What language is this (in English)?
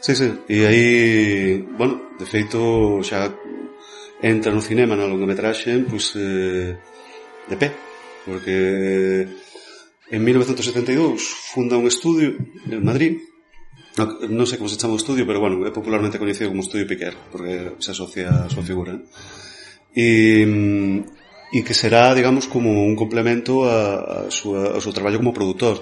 Galician